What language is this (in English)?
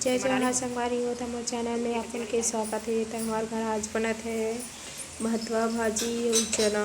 Chhattisgarhi